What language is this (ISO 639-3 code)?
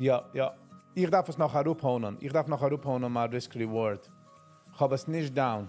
yid